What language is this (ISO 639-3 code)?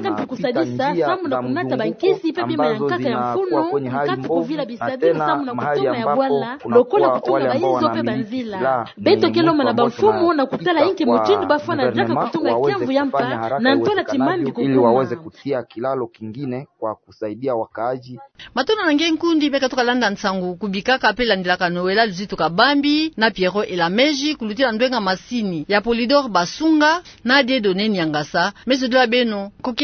ktu